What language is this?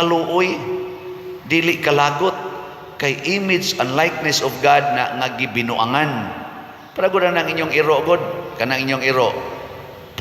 Cebuano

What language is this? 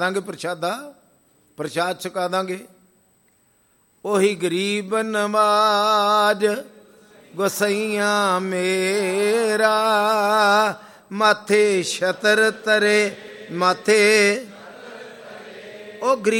Punjabi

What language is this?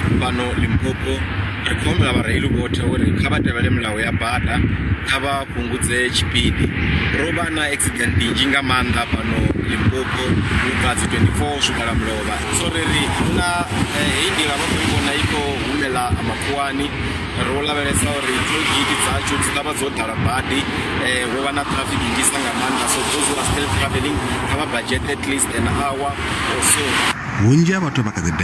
Venda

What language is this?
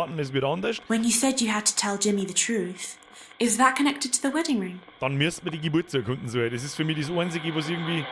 Bavarian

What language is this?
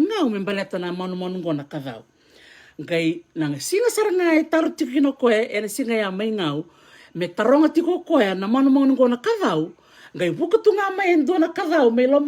Fijian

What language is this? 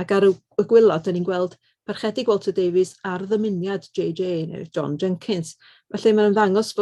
Welsh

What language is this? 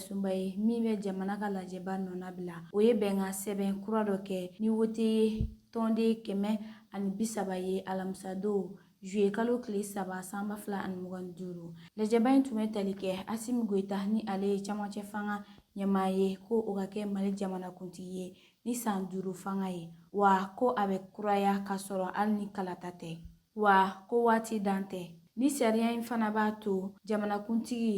Bambara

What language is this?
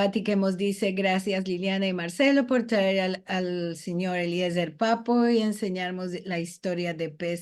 Ladino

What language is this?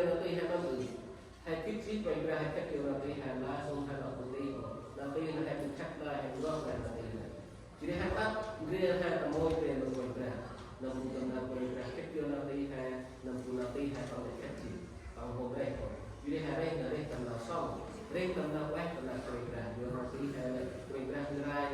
Central Mnong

